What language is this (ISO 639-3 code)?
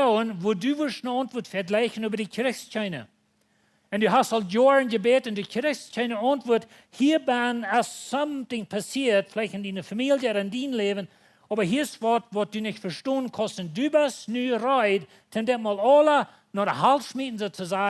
pdt